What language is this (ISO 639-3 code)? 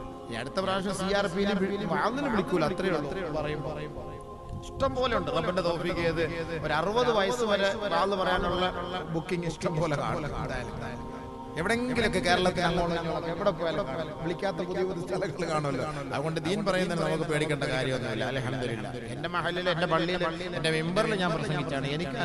mal